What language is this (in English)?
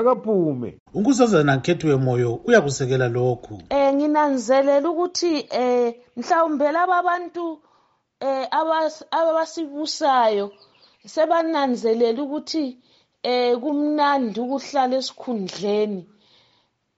North Ndebele